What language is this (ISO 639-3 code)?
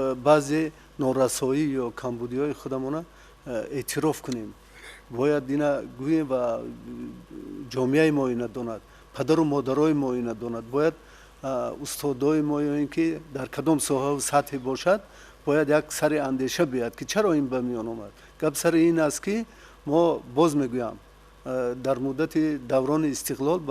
tgk